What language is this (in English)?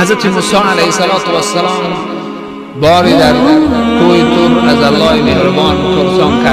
Tajik